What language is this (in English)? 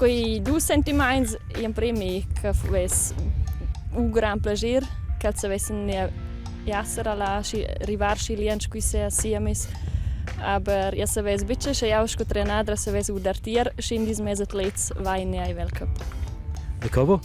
Romansh